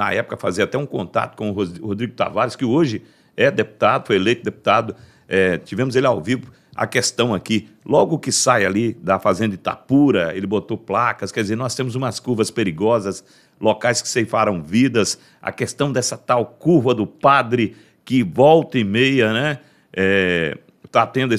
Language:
Portuguese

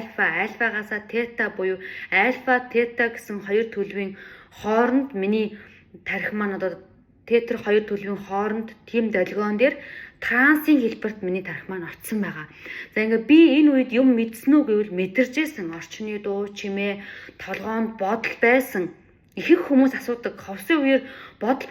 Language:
Mongolian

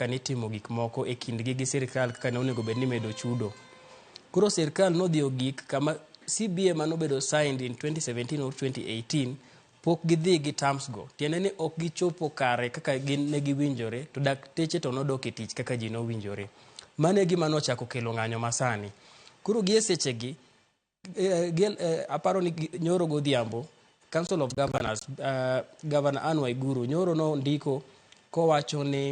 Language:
Luo (Kenya and Tanzania)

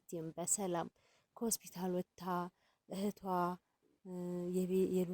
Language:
Amharic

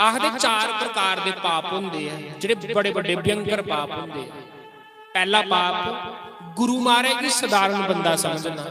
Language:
Dogri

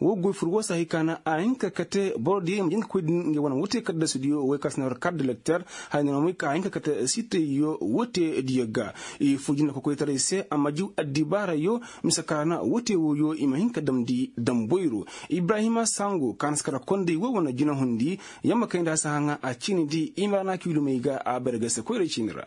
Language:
Koyraboro Senni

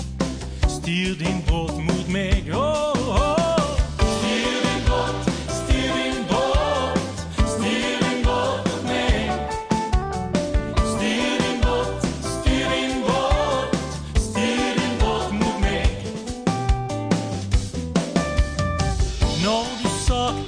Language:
Norwegian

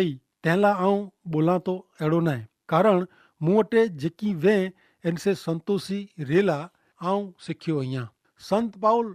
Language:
Kachhi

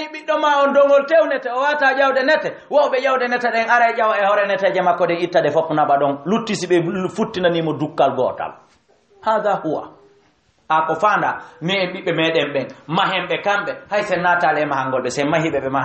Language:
Fula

